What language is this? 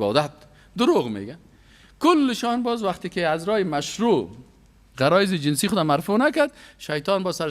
Persian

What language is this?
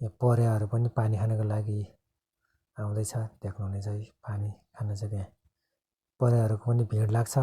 Nepali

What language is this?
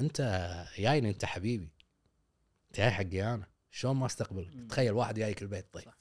Gulf Arabic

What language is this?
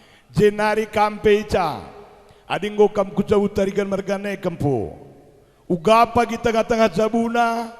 Batak Karo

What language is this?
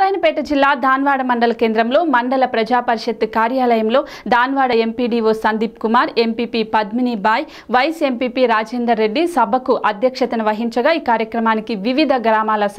Telugu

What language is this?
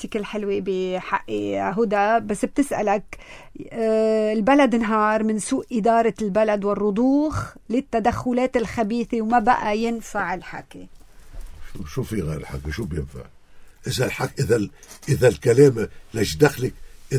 North Levantine Arabic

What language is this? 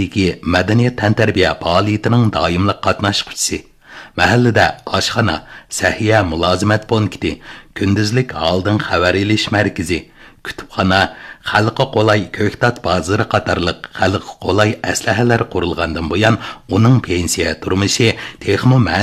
Uyghur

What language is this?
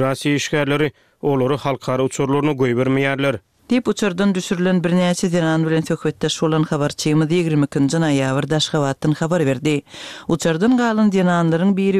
Turkmen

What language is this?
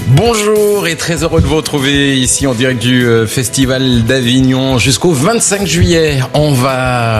French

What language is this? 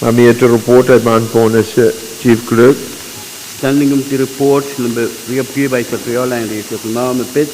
Pohnpeian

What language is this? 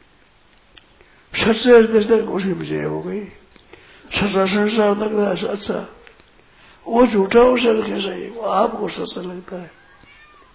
Hindi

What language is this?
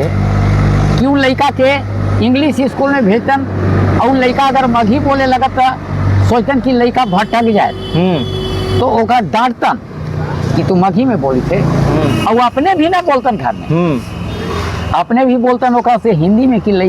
Magahi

